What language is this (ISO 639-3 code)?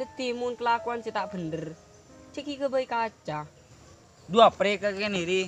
mad